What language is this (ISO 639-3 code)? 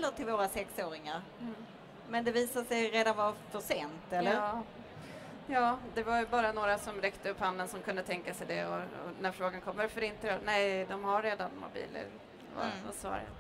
swe